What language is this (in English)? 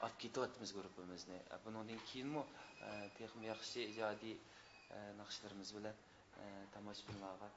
Uyghur